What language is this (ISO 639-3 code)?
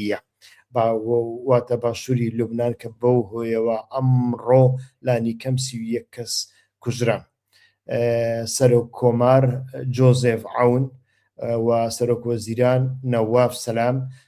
ckb